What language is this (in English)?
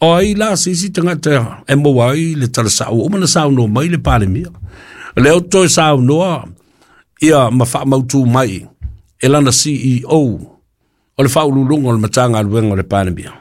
Samoan